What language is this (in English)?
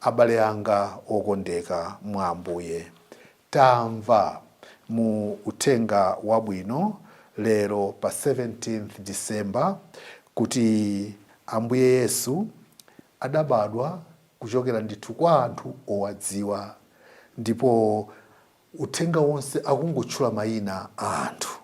Nyanja